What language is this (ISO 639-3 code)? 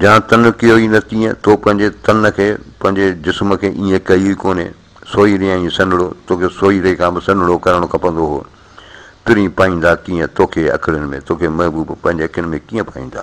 snd